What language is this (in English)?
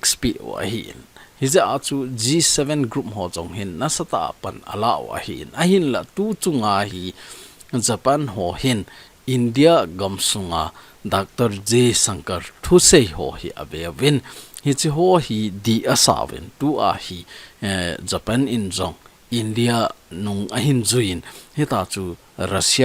Thado Chin